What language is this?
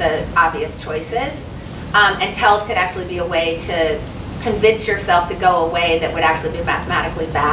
English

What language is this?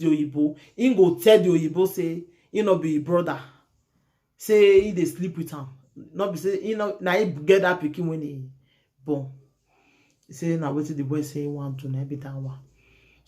Nigerian Pidgin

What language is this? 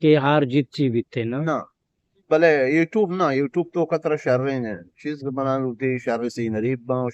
Eastern Balochi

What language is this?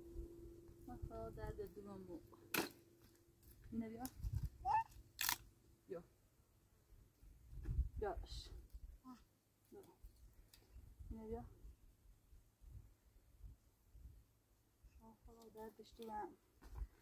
Persian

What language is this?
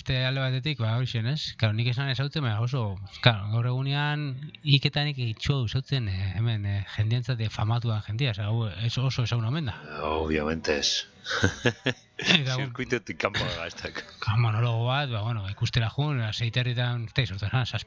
Basque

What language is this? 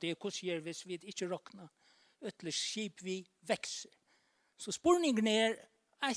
Faroese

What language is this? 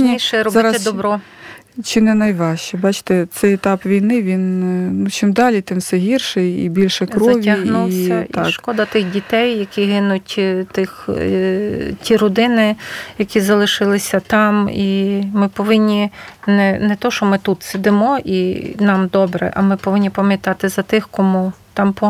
Ukrainian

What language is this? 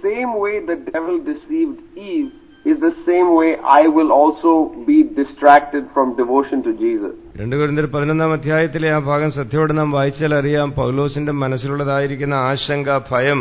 Malayalam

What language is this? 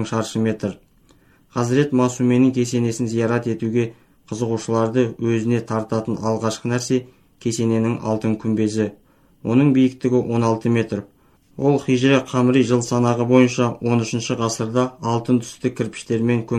Kazakh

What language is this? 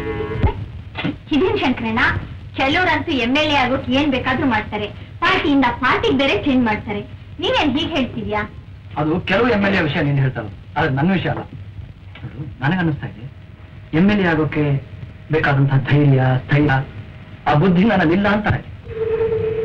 Kannada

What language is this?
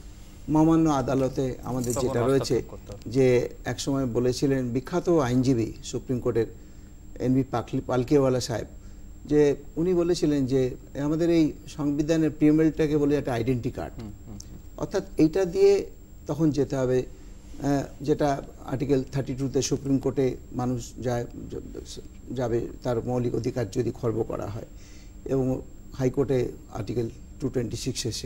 Bangla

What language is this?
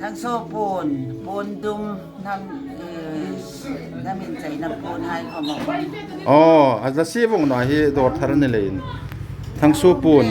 Hmar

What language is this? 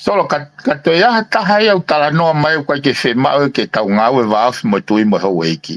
Tongan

